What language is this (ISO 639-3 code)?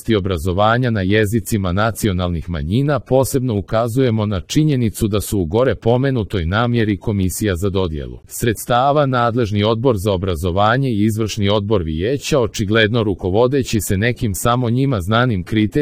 srp